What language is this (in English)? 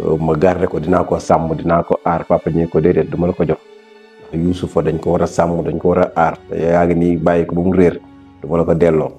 Wolof